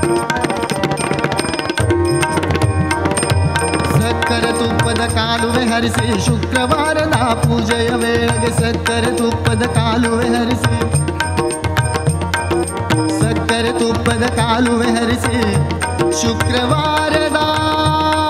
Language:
Kannada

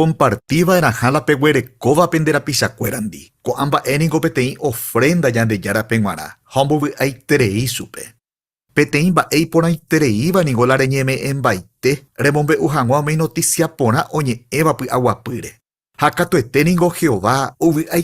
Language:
Guarani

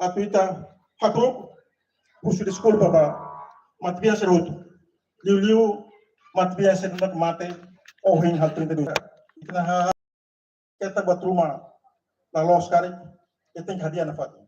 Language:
Tetum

